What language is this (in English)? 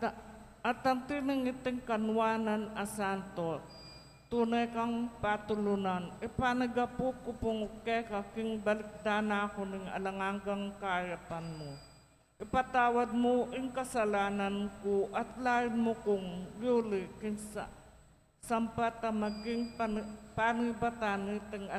Pampanga